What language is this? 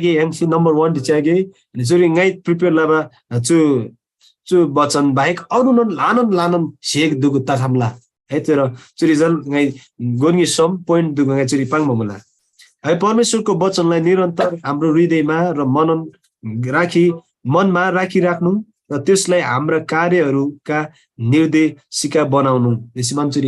Eastern Tamang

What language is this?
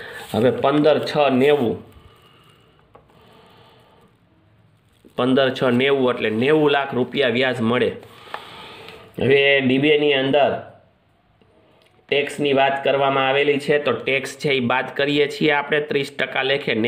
Gujarati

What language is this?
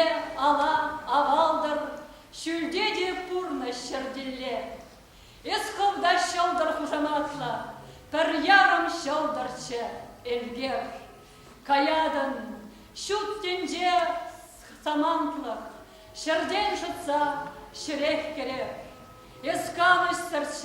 Chuvash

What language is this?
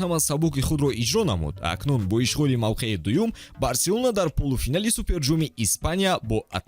Tajik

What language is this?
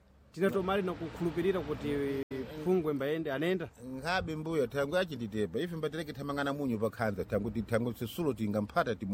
Sena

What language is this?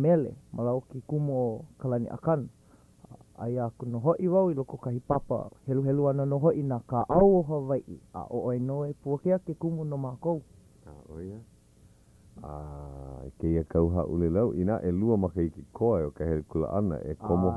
Hawaiian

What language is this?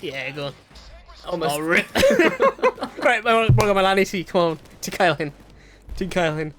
Welsh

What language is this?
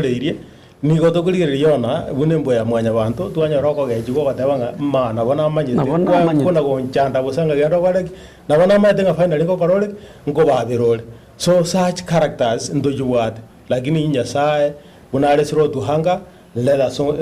Gusii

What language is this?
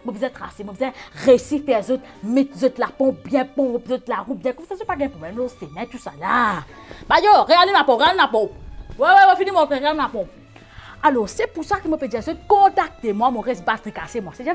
Morisyen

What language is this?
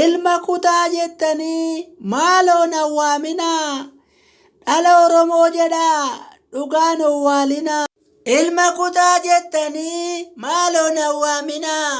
Oromo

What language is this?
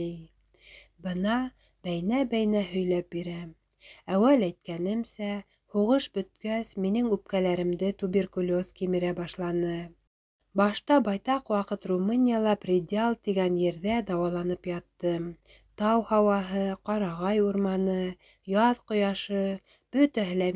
Bashkir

